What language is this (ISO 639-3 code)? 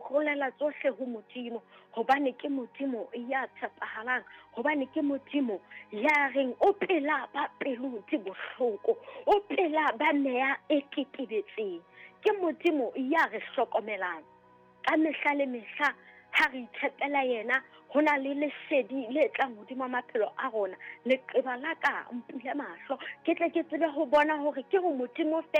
sot